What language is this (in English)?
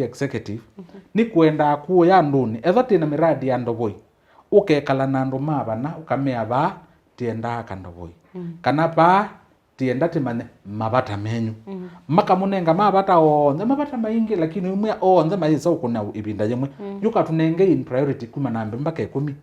Kamba